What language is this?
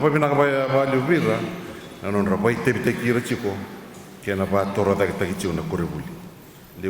Fijian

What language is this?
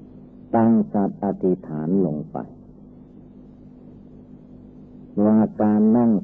Thai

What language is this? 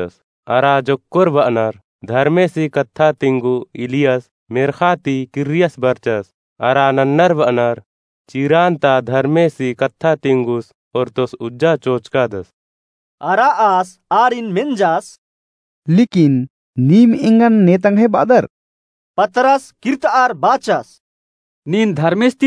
Kurukh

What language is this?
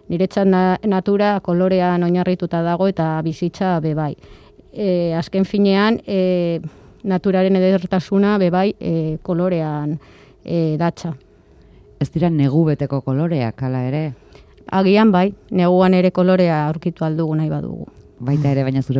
Basque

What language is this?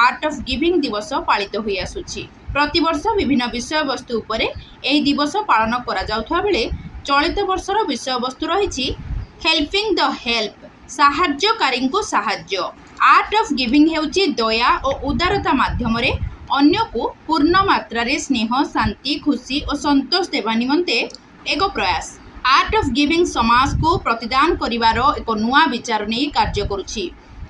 Odia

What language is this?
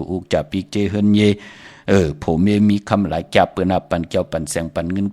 Shan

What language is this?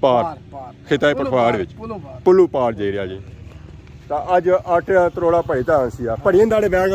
Pahari-Potwari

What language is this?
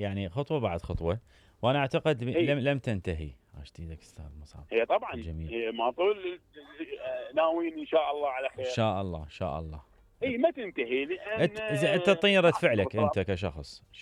Mesopotamian Arabic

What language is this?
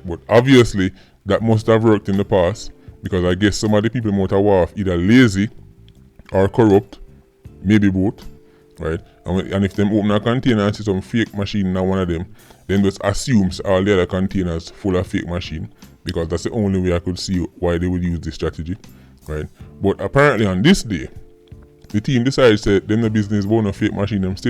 Jamaican Creole English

